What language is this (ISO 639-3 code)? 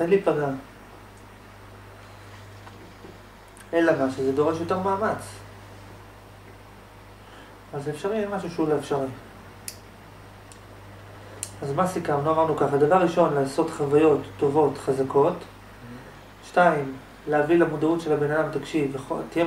heb